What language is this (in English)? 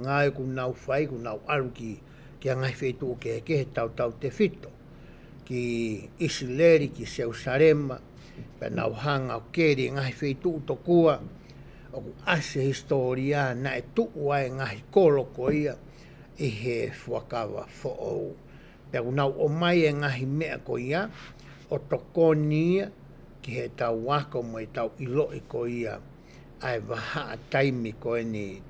Tongan